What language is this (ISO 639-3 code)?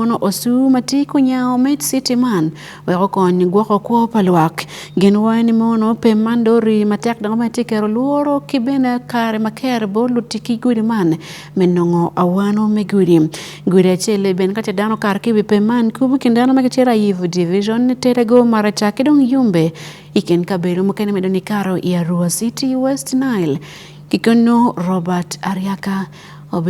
ach